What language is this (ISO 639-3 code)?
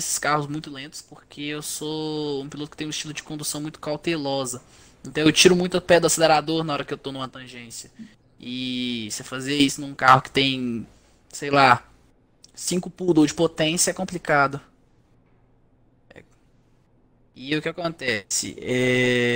por